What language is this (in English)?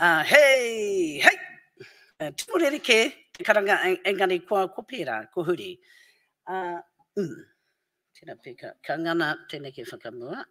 Māori